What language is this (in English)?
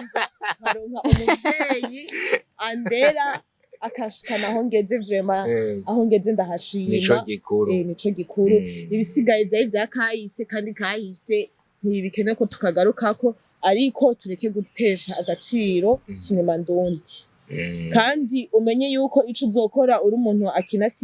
Rundi